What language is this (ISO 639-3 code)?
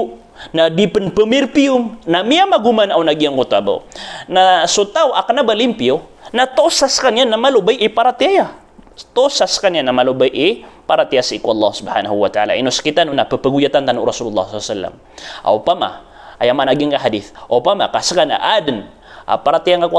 mrw